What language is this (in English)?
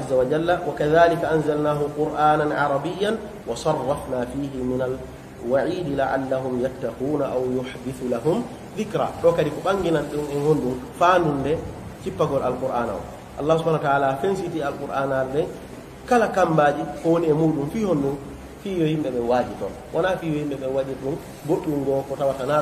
Pular